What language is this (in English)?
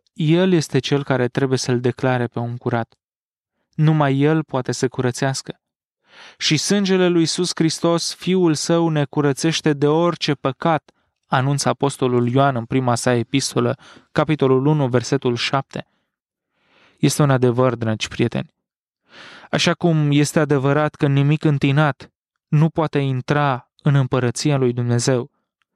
Romanian